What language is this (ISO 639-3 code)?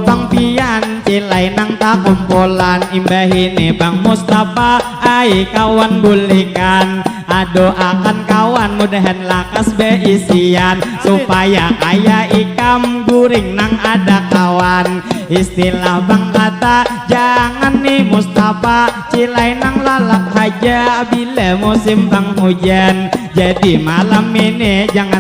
bjn